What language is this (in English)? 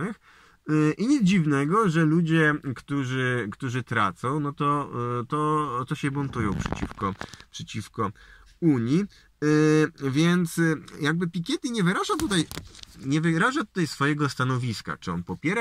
Polish